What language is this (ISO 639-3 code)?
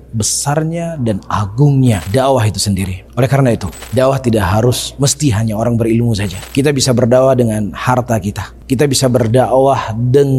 ind